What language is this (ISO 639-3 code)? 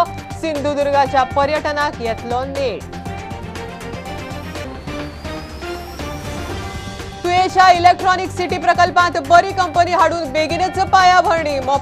kok